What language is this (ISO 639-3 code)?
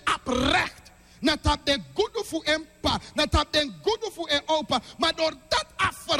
srn